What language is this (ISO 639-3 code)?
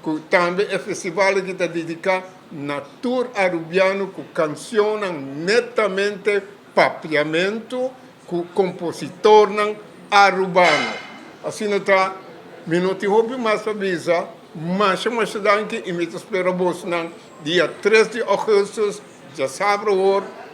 pap